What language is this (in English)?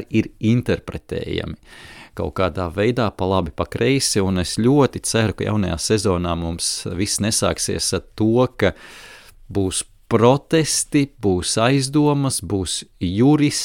Latvian